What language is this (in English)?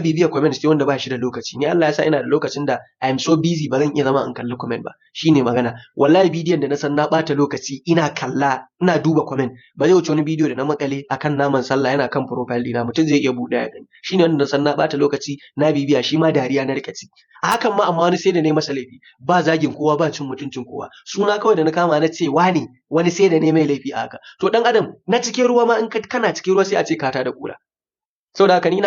Hausa